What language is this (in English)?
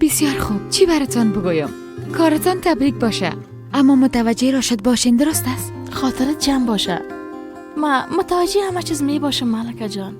Persian